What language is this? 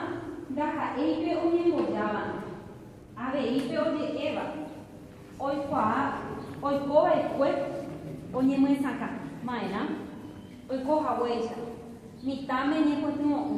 Guarani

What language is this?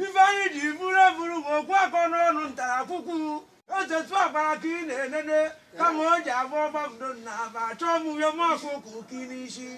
Igbo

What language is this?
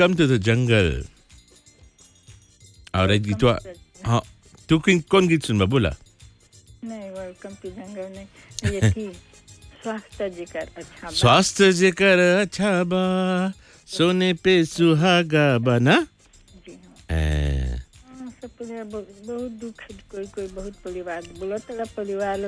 Bhojpuri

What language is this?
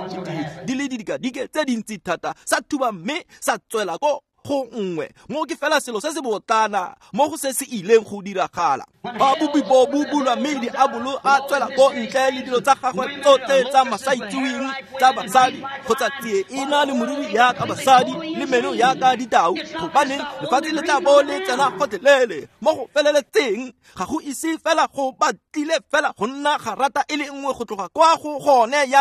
Tswana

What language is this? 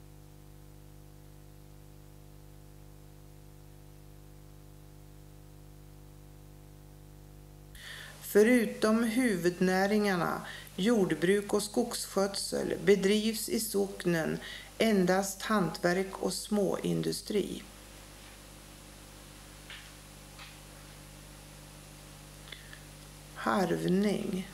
Swedish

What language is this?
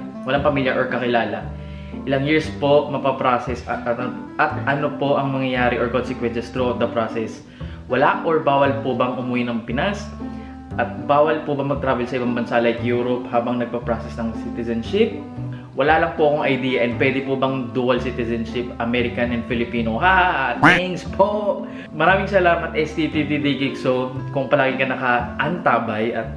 Filipino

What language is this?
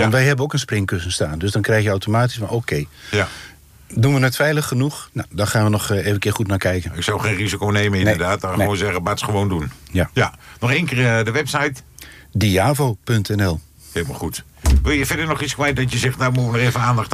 Dutch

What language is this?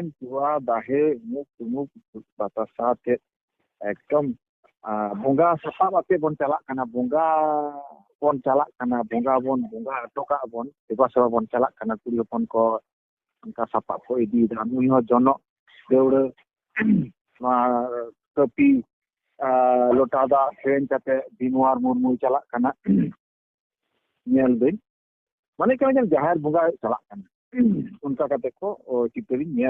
Santali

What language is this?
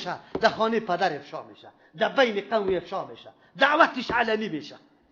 Persian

